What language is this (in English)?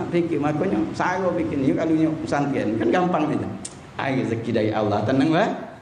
Musi